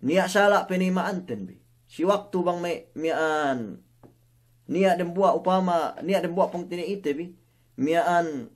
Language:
Yakan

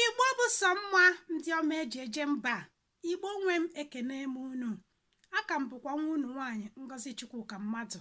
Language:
Igbo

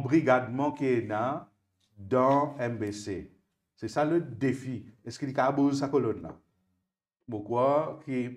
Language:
Morisyen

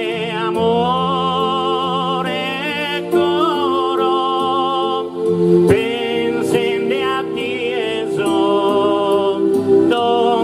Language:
Sardinian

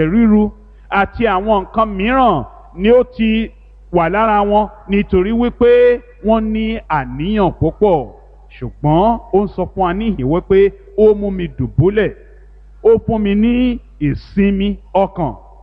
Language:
Yoruba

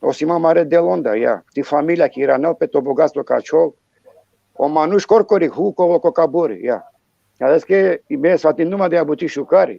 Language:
Balkan Romani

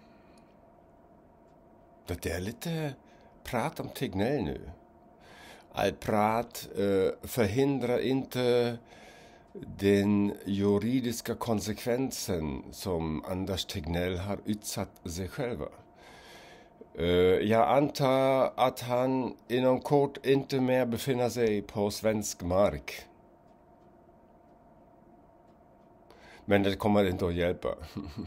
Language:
Swedish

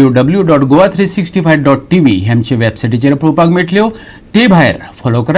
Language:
Konkani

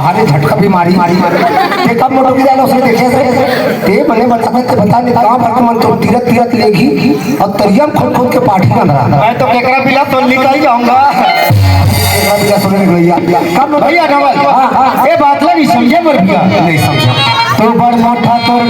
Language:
Chhattisgarhi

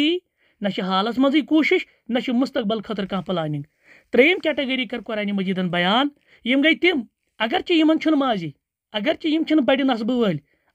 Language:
Kashmiri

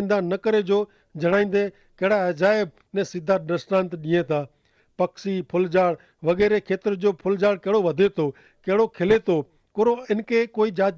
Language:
Kachhi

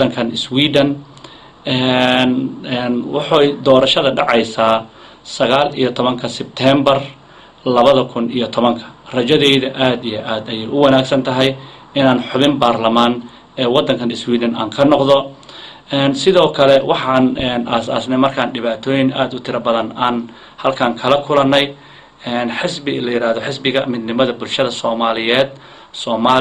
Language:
Somali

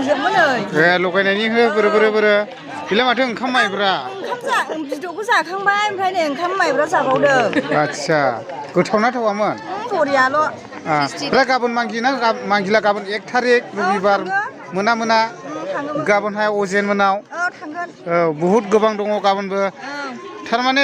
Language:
Bodo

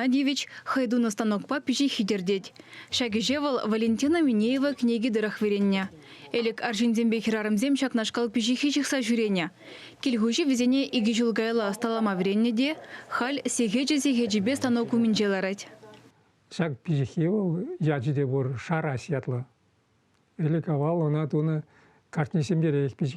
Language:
Chuvash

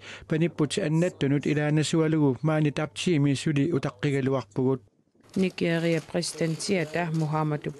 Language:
Kalaallisut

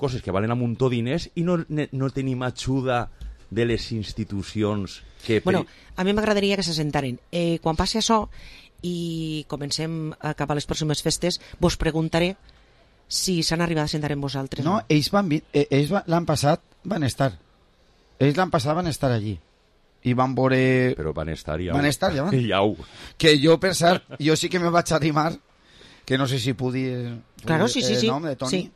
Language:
Catalan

